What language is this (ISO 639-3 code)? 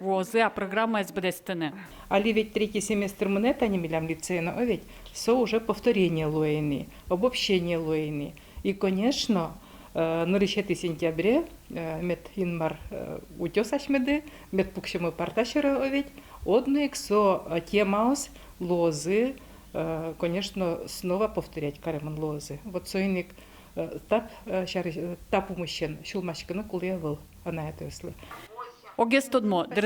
udm